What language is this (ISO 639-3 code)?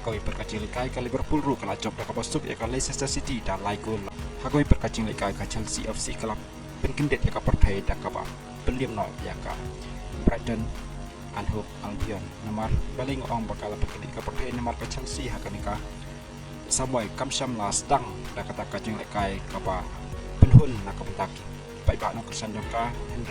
kha